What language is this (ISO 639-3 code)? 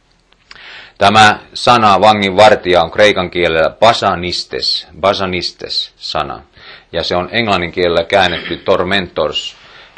fin